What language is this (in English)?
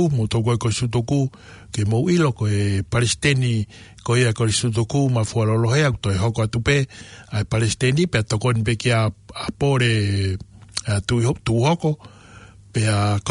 Tongan